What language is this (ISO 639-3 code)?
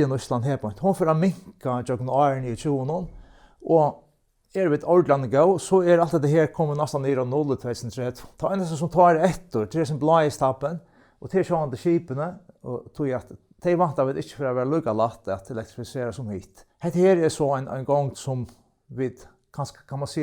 fao